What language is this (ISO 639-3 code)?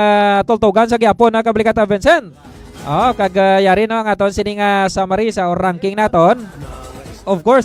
hil